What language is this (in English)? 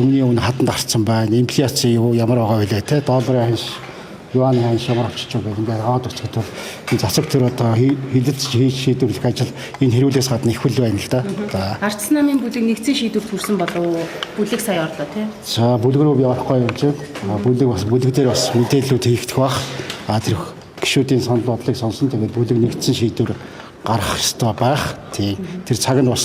Mongolian